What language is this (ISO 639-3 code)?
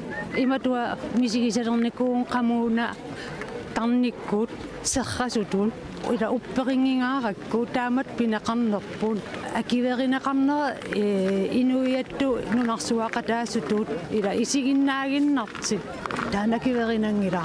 kal